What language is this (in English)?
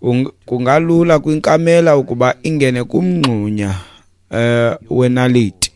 Xhosa